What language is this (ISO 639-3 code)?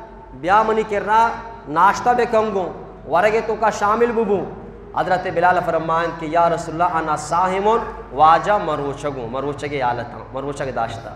bgp